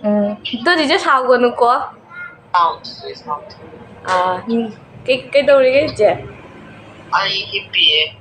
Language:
Manipuri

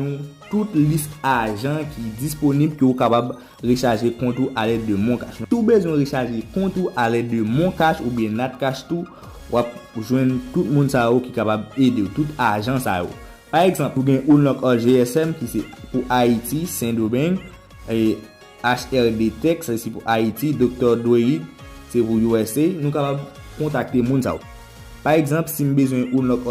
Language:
Haitian Creole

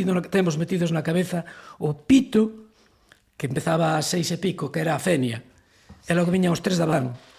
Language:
Galician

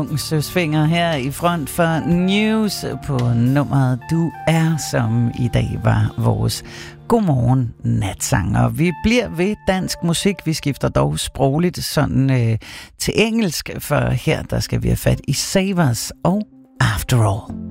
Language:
Danish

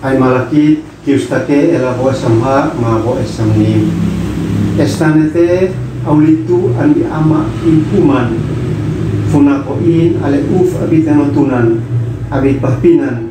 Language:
Uab Meto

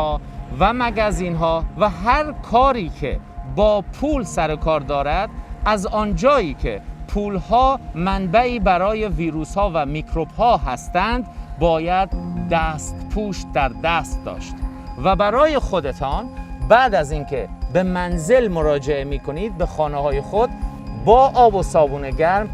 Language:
Persian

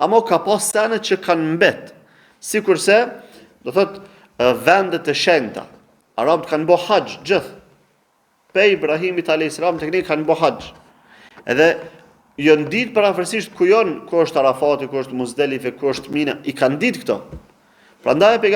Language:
Albanian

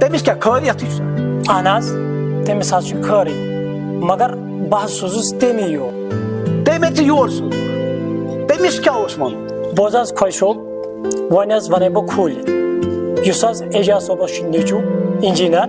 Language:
Kashmiri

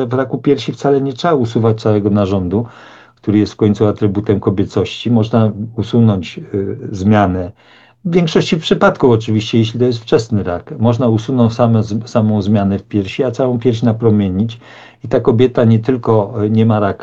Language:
Polish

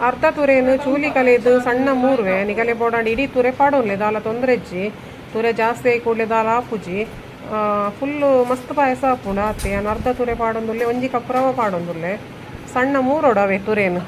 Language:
Tulu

